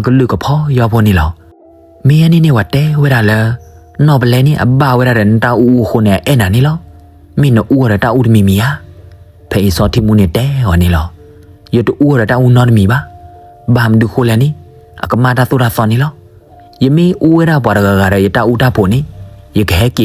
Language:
S'gaw Karen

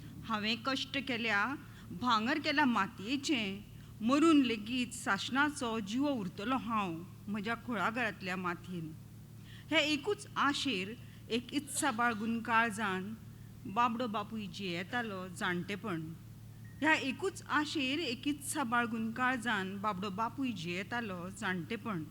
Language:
Konkani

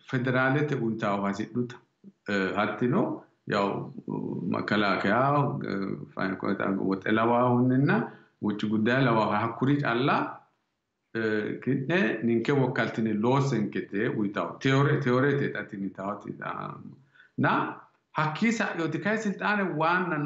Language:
Sidamo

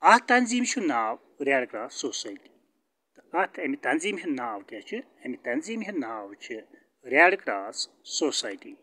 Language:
Kashmiri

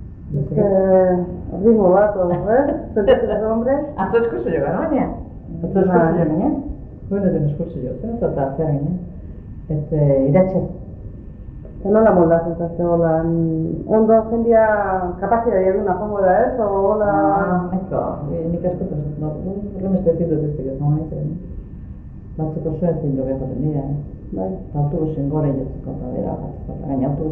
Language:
Basque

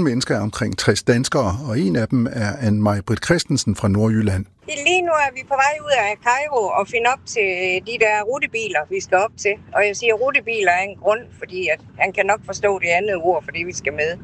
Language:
Danish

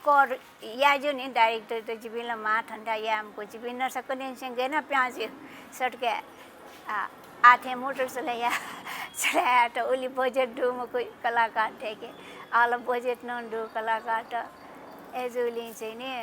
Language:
Newari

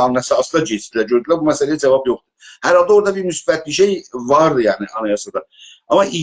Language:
South Azerbaijani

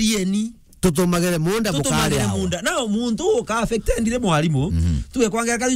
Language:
Meru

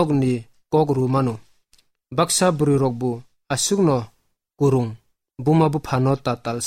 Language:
Kok Borok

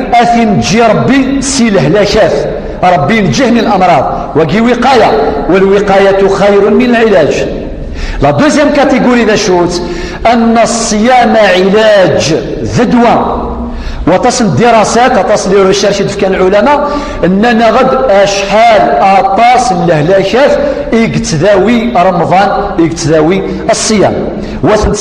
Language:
Kabyle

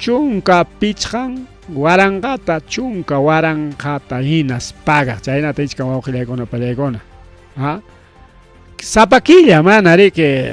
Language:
Ayacucho Quechua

